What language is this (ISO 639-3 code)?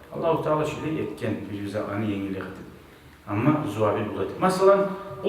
kum